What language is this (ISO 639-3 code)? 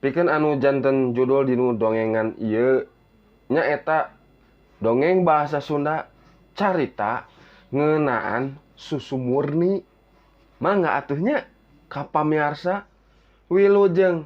sun